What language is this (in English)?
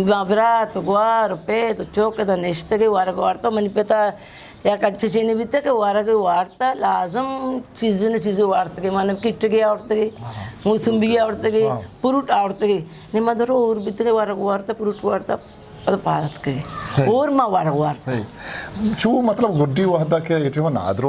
Eastern Balochi